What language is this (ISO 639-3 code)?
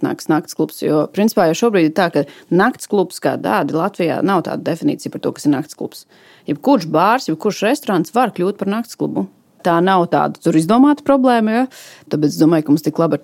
lav